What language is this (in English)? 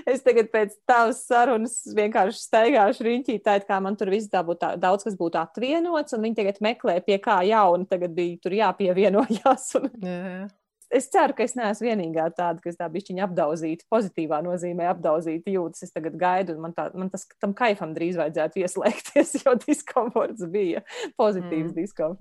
Latvian